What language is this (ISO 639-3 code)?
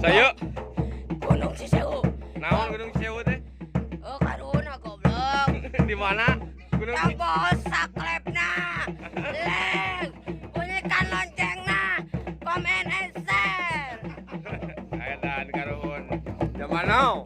sun